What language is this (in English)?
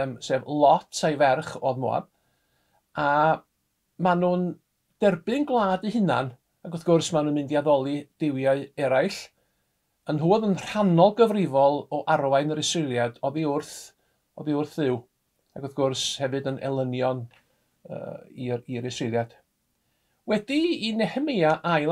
Welsh